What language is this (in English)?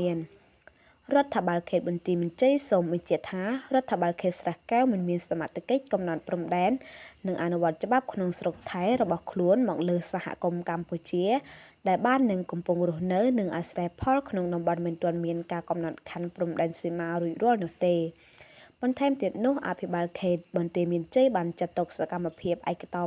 Khmer